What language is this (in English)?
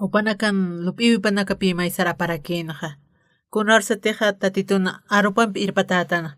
Aymara